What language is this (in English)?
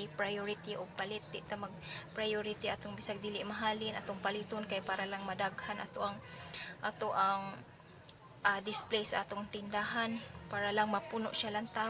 Cebuano